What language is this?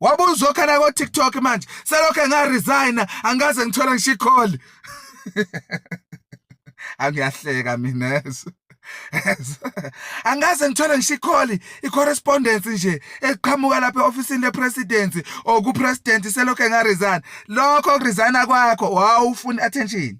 Zulu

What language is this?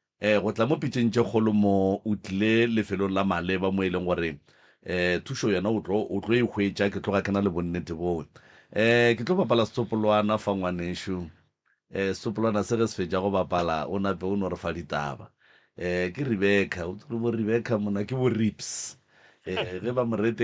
Northern Sotho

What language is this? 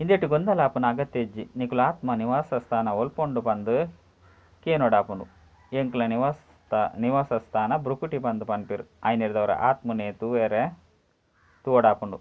Tulu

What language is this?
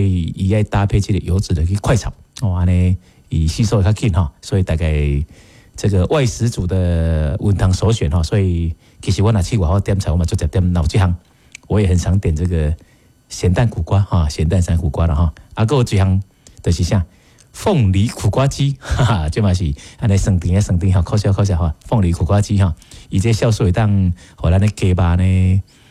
Min Nan Chinese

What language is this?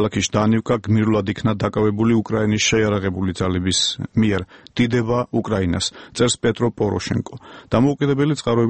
Georgian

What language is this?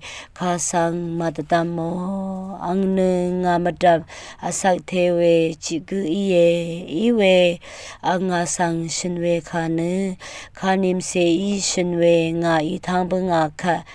Rawang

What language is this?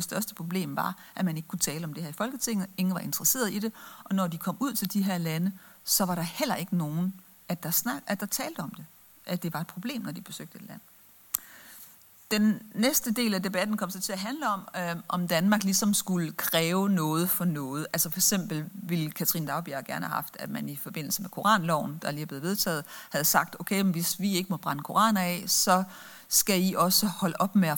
Danish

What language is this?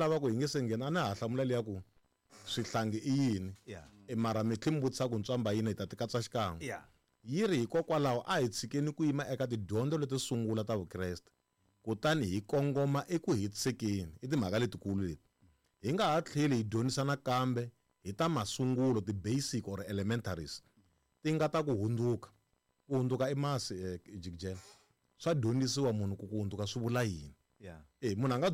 Tsonga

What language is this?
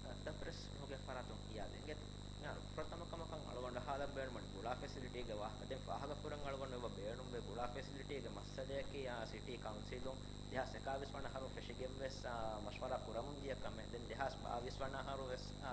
Divehi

